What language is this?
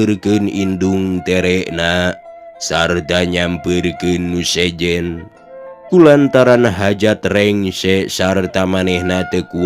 Sundanese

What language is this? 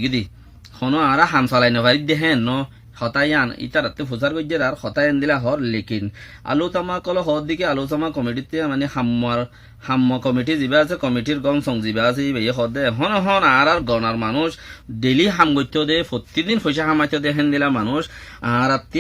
Rohingya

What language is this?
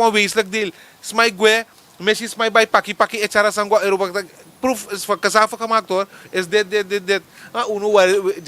Sranan Tongo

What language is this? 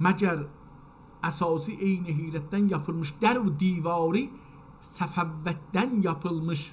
South Azerbaijani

